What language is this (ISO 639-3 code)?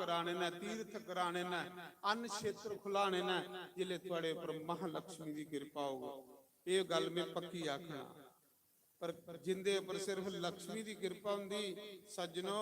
doi